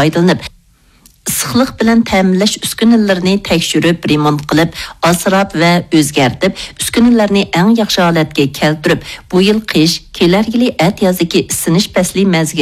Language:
Uyghur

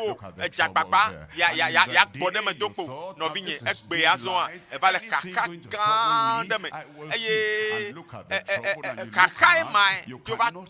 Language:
Ewe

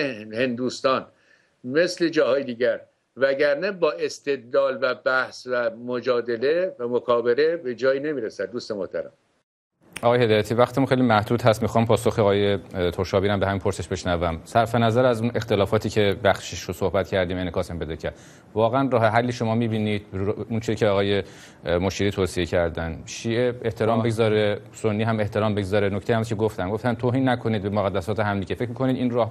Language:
Persian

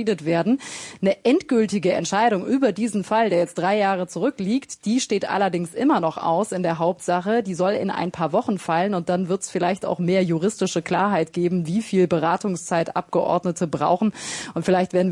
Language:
German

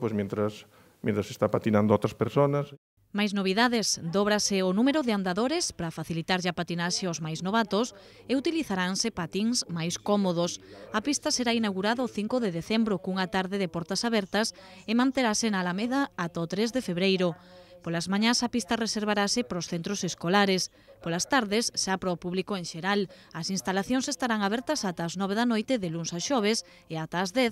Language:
Galician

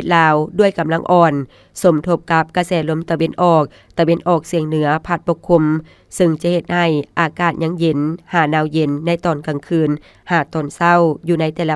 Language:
Lao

